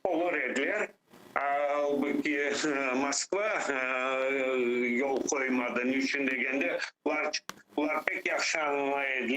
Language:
Crimean Tatar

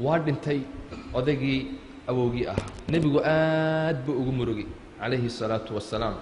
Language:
Somali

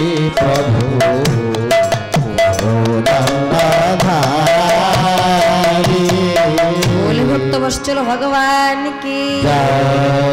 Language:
Odia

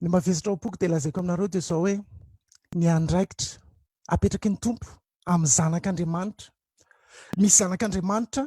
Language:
Malagasy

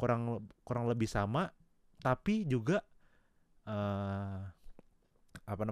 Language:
Indonesian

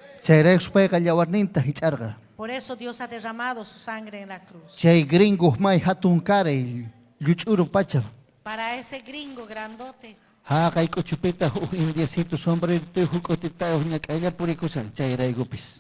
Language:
Ayacucho Quechua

